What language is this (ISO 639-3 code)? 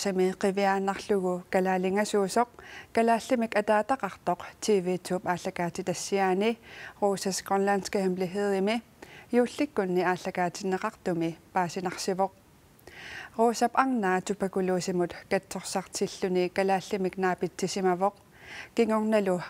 kal